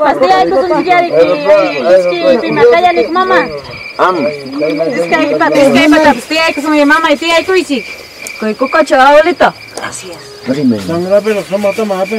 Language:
Ayacucho Quechua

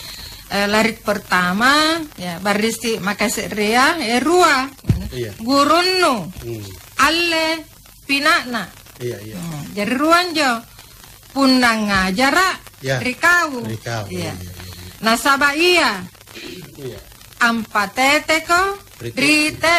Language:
Makasar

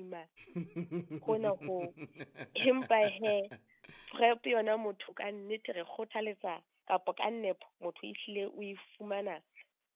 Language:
Southern Sotho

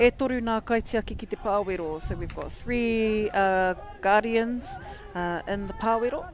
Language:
Māori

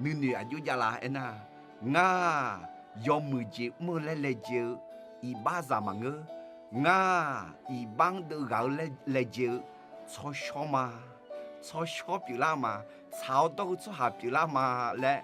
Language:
Akha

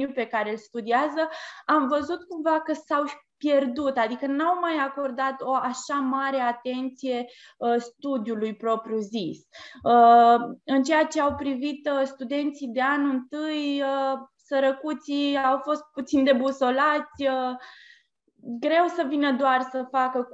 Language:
Romanian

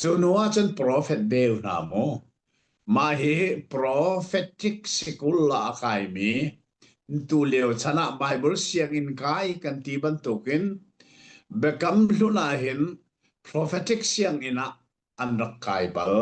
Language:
Hakha Chin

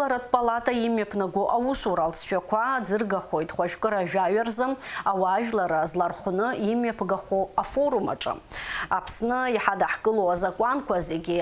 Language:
Abkhazian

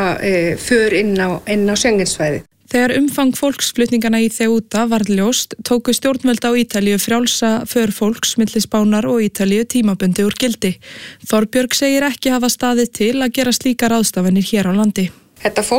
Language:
Icelandic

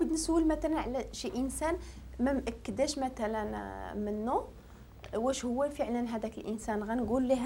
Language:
Moroccan Arabic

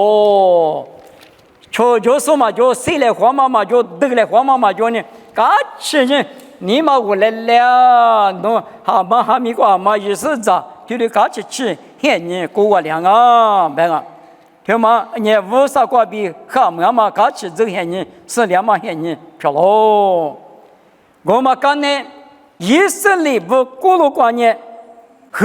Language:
Lisu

